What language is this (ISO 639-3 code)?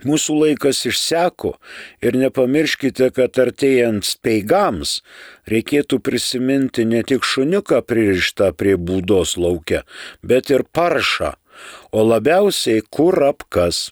lit